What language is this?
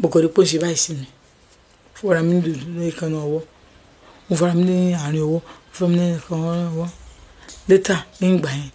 Yoruba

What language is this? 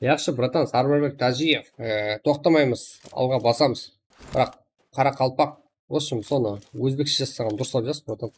Kara-Kalpak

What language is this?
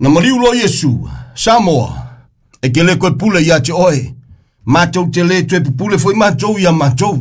Samoan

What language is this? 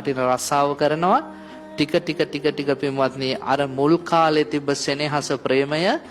Sinhala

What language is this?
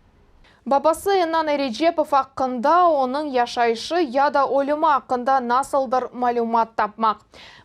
Crimean Tatar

